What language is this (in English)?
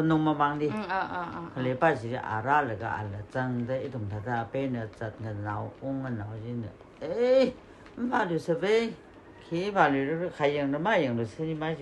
Tangkhul Naga (India)